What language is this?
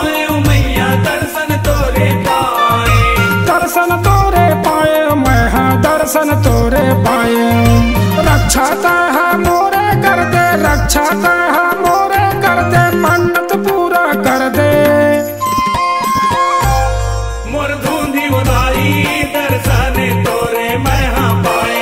Chhattisgarhi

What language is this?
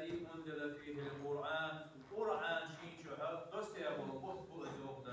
Ingush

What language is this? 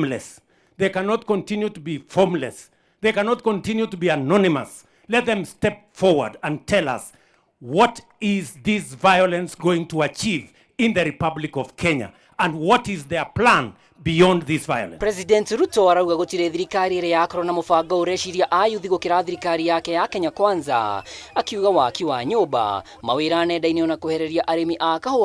Kikuyu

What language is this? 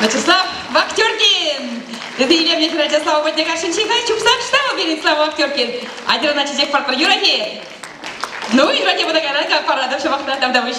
Chuvash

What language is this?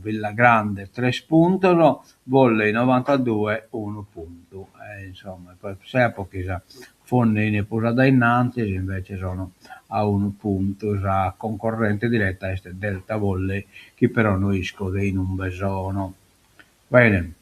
Sardinian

